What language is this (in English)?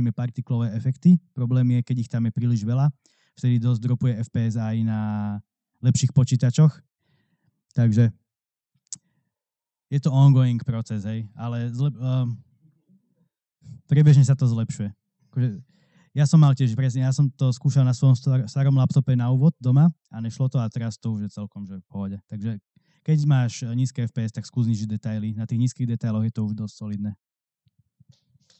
Slovak